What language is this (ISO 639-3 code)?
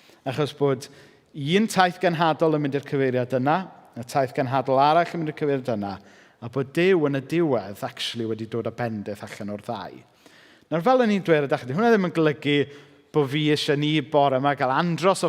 cym